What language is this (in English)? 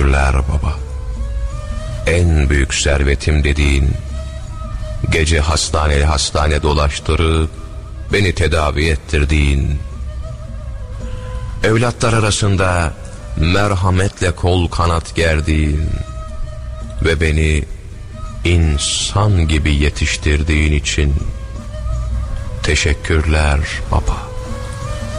Turkish